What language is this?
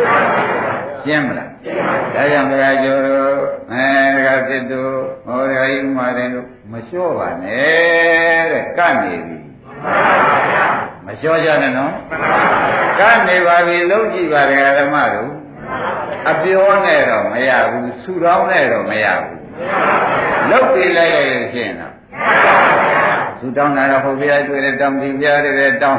Burmese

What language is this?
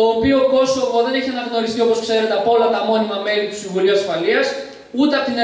Greek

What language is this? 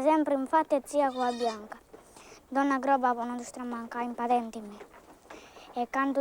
Sardinian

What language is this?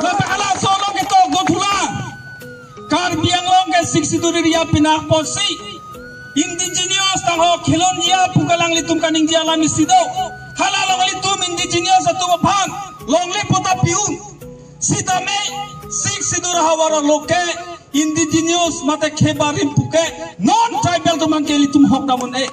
Karbi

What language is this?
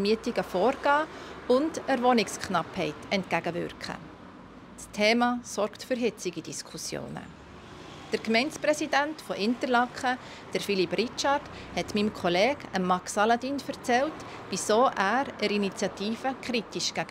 Swiss German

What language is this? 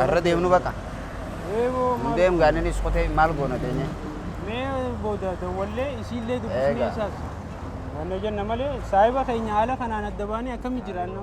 Oromo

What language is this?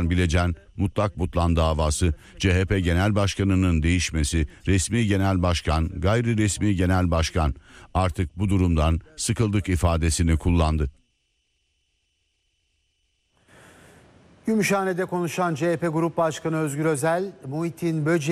Turkish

